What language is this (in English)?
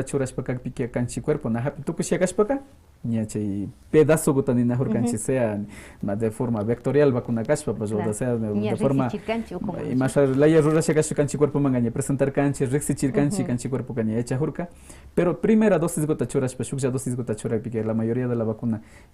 Quechua